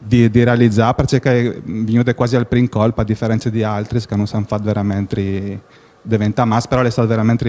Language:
Friulian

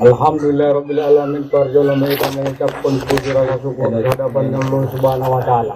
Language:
Batak Angkola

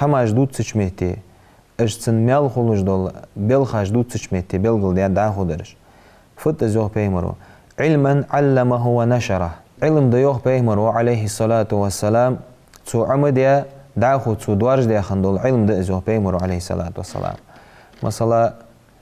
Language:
Ingush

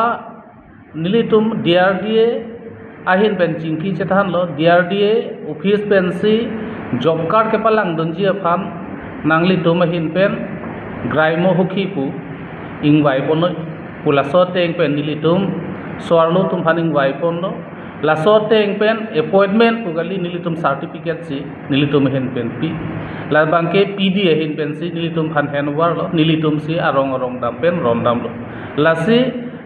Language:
Karbi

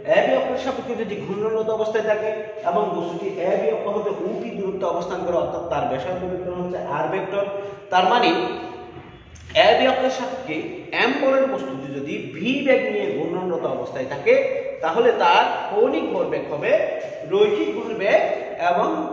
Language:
Bangla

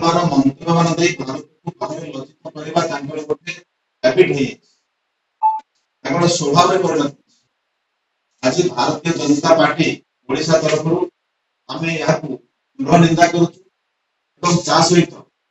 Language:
Odia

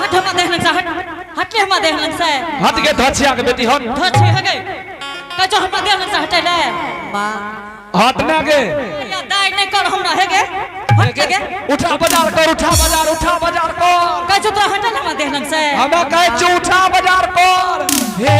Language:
Angika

